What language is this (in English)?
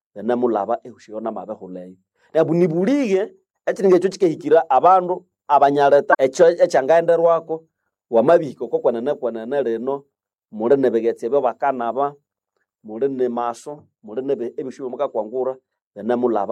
Nande